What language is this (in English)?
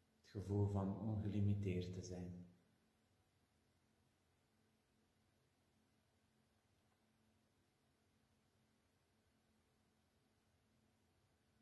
Dutch